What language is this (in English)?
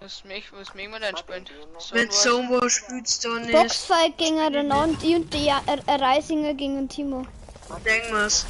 Bavarian